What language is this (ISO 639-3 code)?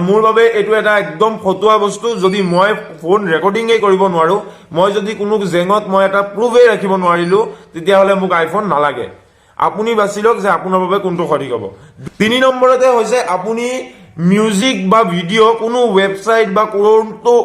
asm